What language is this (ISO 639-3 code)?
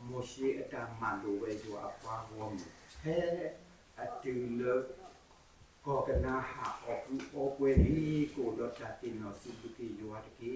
ksw